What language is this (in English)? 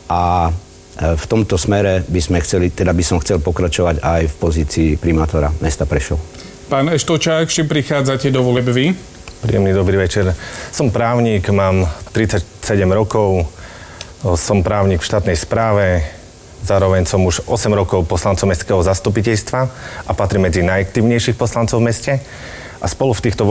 Slovak